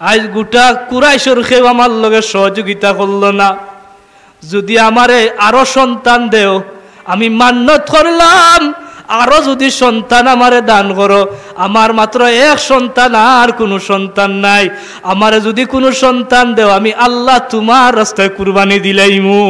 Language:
Sylheti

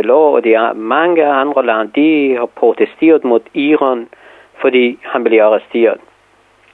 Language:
Danish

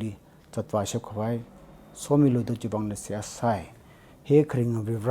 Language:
Tangkhul Naga (India)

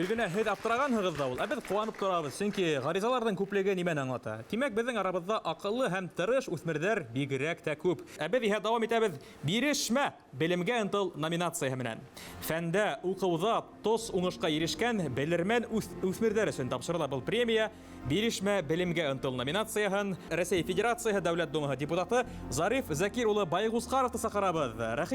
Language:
Bashkir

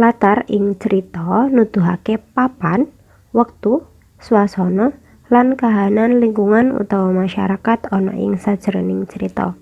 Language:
Javanese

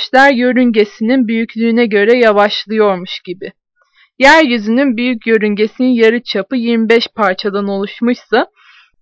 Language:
Turkish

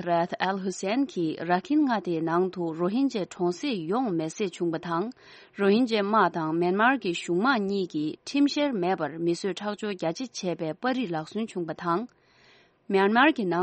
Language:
Tibetan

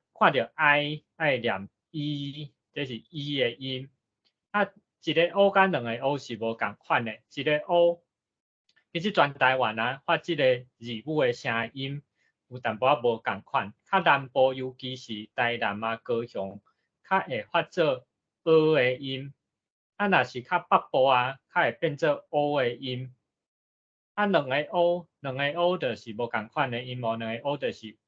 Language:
Min Nan Chinese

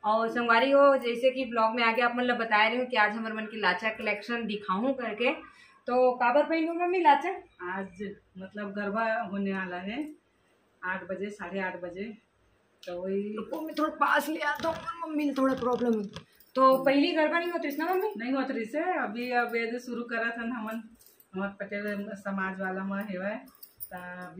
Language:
Chhattisgarhi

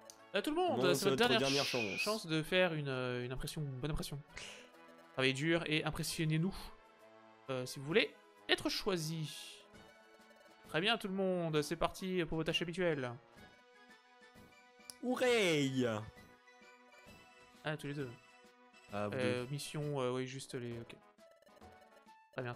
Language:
French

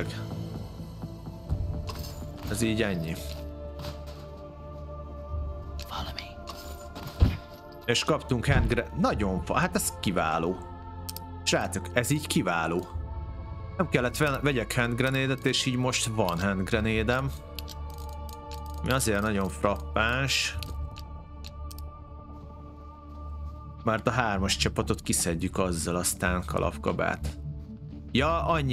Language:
Hungarian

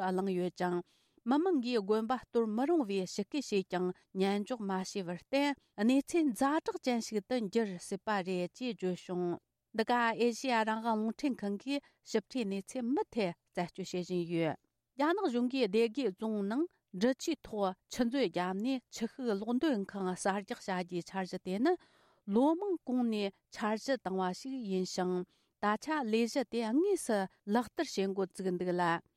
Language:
Tibetan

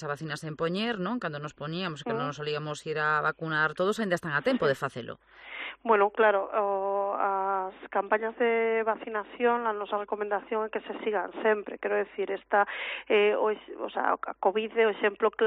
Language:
Galician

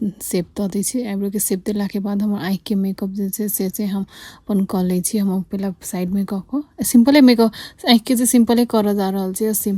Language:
Maithili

